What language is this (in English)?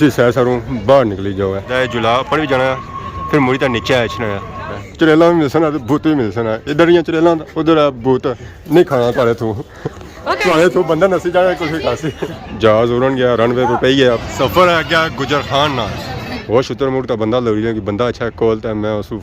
Pahari-Potwari